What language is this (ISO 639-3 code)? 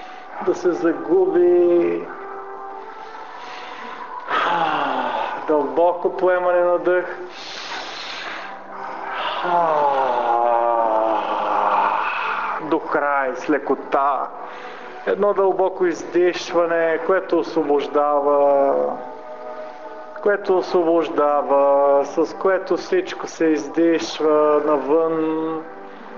bul